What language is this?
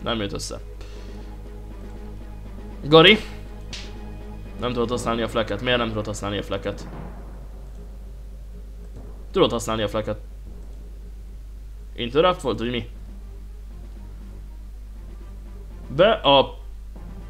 Hungarian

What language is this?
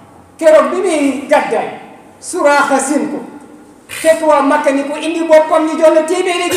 Wolof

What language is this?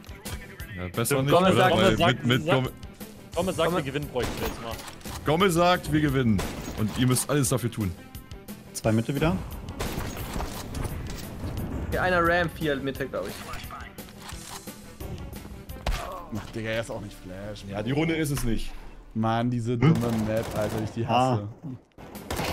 German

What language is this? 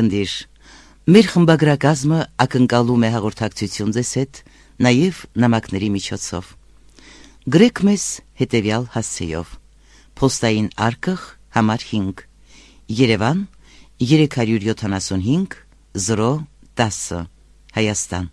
Armenian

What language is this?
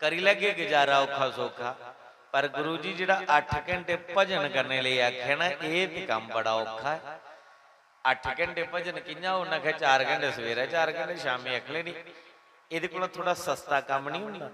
Dogri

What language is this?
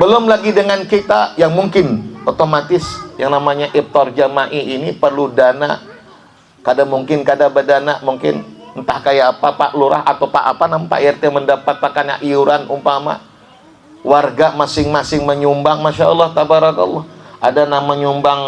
Banjar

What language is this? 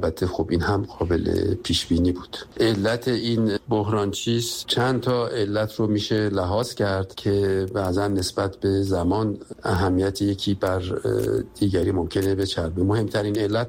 Persian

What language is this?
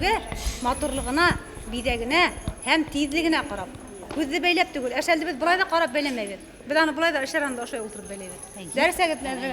Bashkir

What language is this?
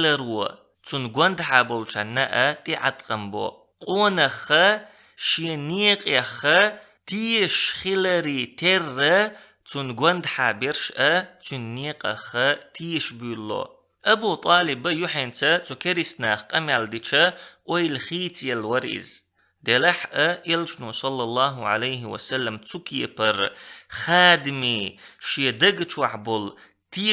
Chechen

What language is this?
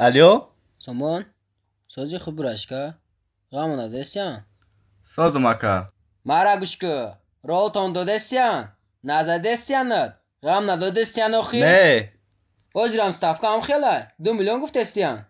Tajik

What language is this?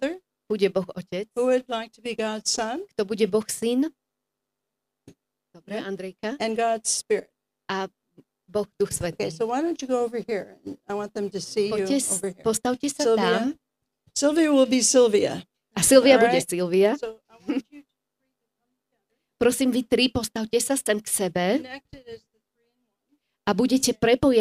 Slovak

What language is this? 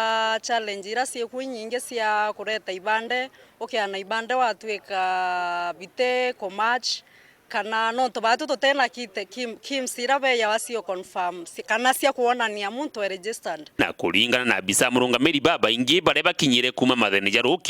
Meru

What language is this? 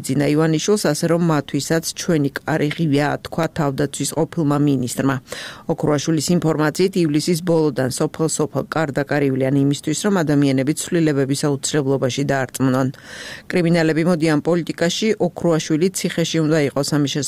Georgian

